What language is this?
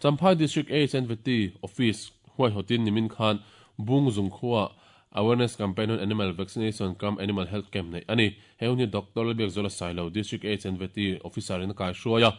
Mizo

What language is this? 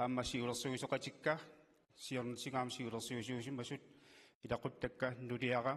Kalaallisut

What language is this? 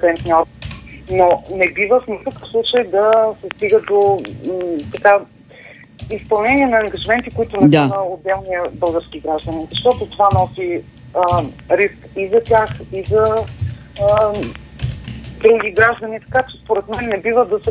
Bulgarian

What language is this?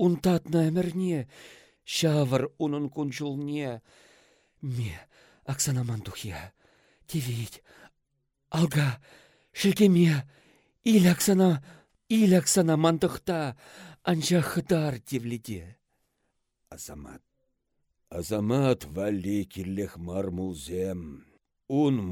Chuvash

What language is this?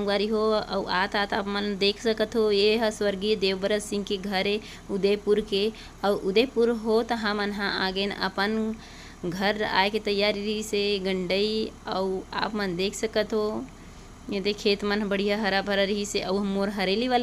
Chhattisgarhi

